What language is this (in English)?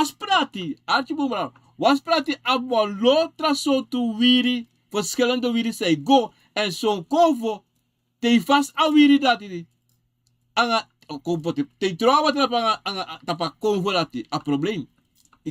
Sranan Tongo